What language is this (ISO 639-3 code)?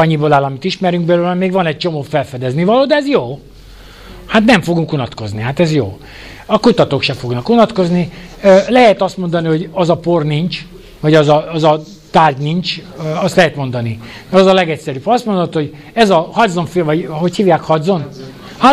hun